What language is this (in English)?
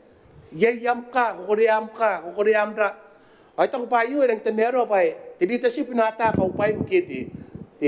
Gilbertese